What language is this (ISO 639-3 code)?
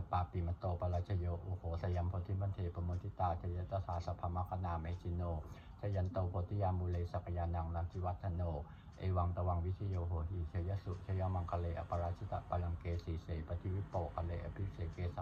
pli